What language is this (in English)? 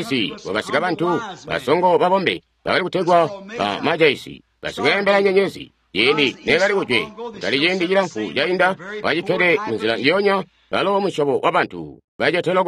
Tonga (Zambia)